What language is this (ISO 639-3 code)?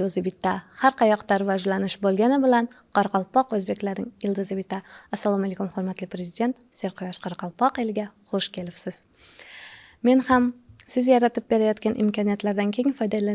kaa